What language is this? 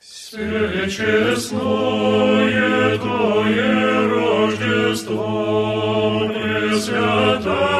Belarusian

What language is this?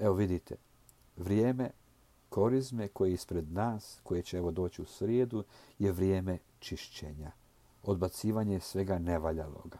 Croatian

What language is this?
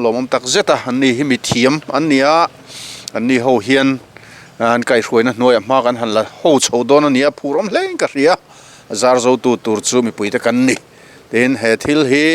Mizo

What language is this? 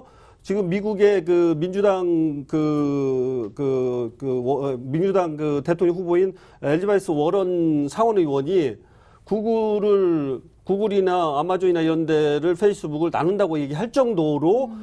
Korean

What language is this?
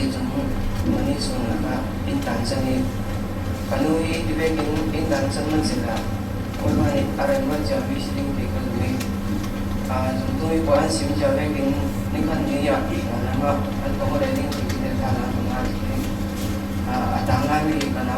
Falam Chin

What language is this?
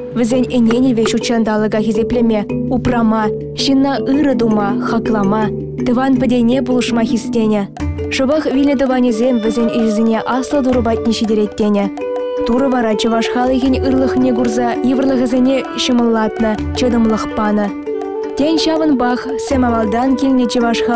Chuvash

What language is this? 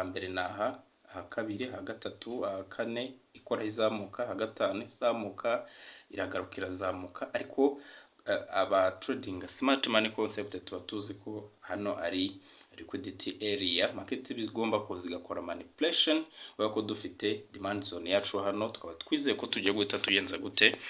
Kinyarwanda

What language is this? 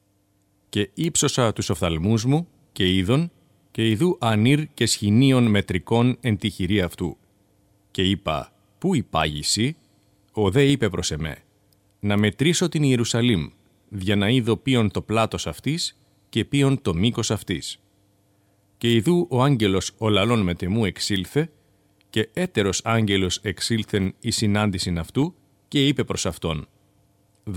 Greek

